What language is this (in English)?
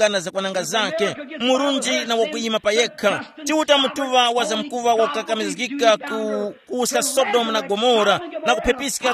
Tumbuka